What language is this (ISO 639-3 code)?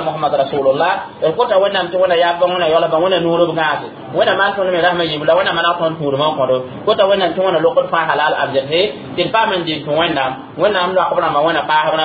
mos